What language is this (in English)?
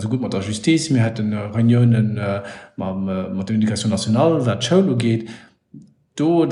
Luxembourgish